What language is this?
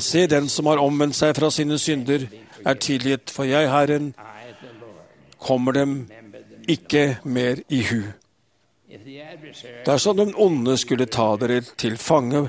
Norwegian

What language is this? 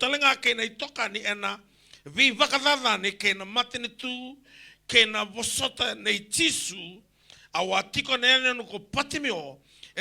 Fijian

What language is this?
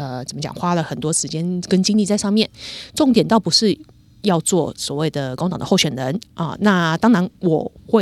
Cantonese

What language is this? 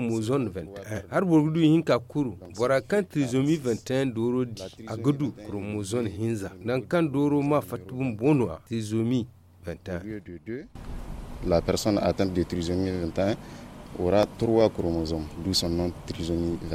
Zarma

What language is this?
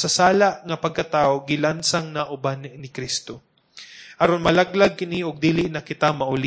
Cebuano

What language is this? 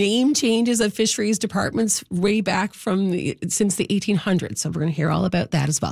English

